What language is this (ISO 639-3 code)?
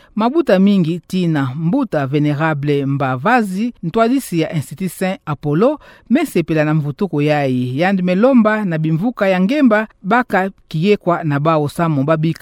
ktu